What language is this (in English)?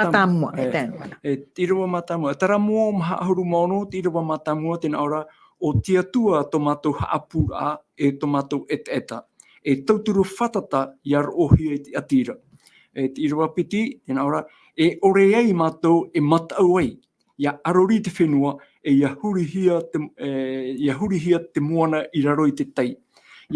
Tahitian